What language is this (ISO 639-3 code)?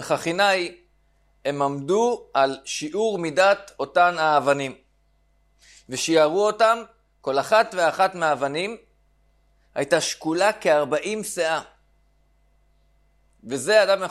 heb